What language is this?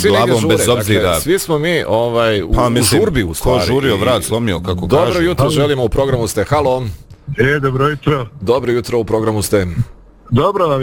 Bosnian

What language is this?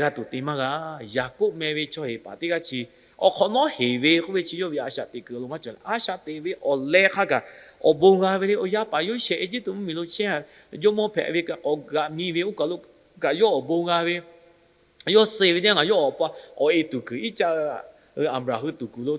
Lahu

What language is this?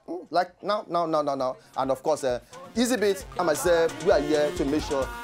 Nigerian Pidgin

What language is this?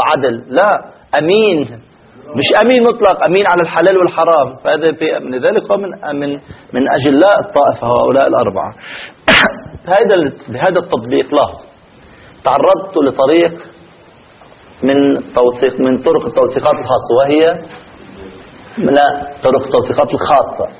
Arabic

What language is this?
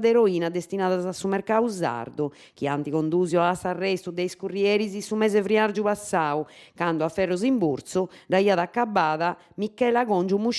Sardinian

